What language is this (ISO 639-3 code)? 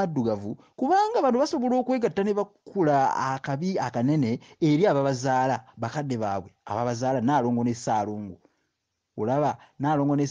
lug